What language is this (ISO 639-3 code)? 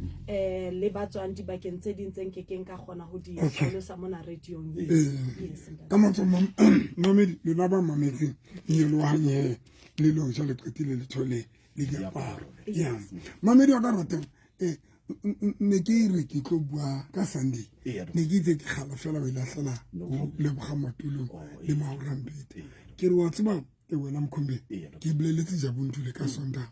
sot